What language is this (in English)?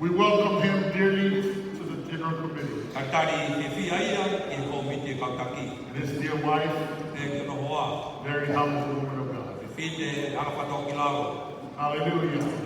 Tongan